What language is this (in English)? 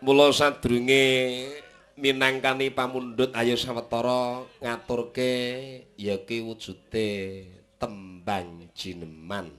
Javanese